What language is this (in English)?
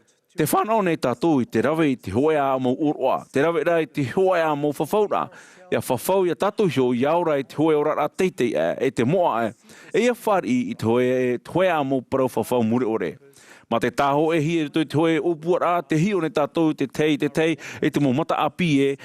Tahitian